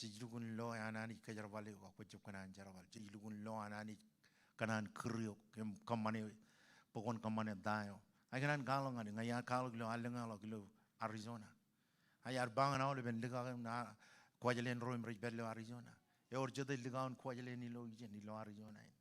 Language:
Marshallese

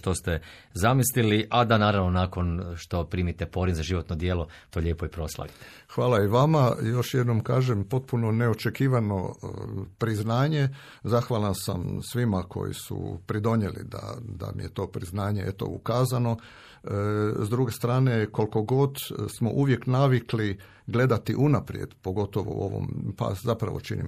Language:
Croatian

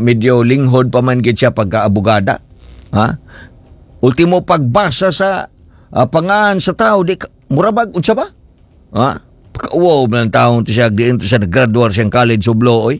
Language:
Cebuano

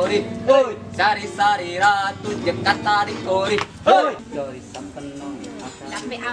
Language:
Betawi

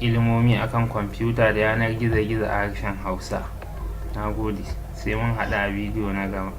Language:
Hausa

